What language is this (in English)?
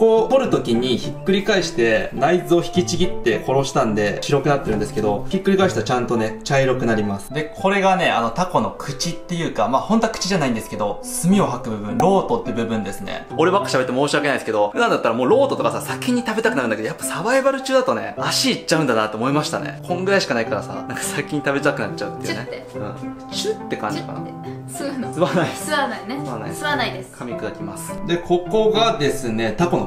Japanese